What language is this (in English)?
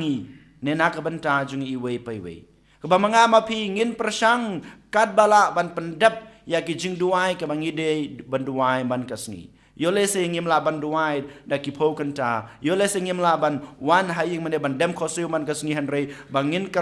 Khasi